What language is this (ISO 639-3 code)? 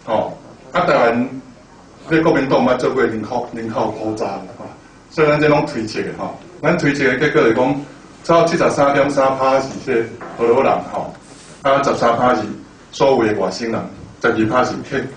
nan